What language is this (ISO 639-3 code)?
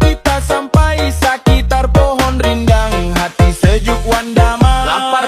bjn